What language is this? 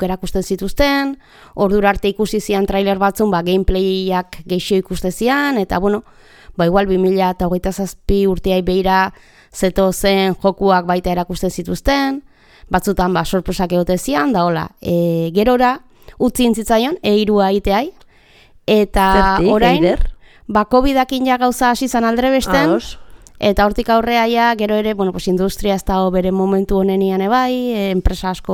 Basque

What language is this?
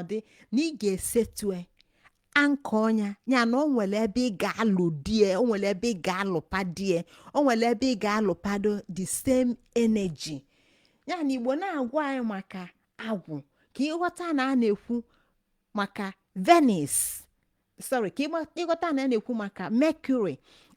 Igbo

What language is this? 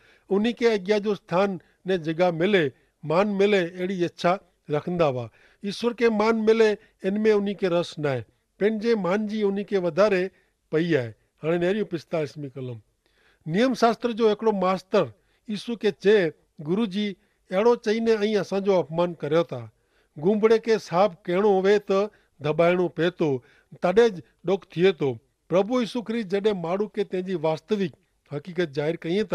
Kachhi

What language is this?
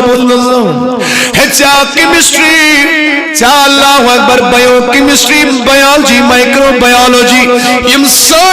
Kashmiri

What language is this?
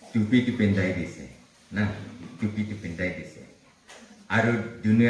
Naga Pidgin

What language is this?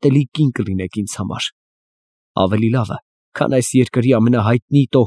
Armenian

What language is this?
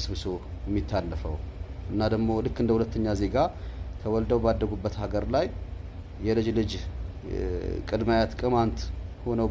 Amharic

